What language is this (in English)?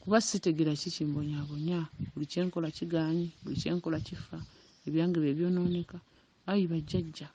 Ganda